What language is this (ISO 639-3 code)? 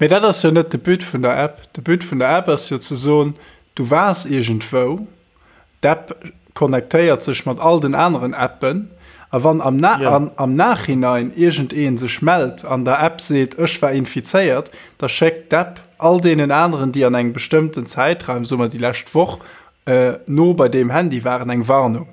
ltz